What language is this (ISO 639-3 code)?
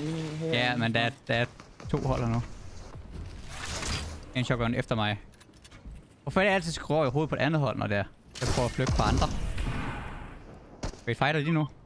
dan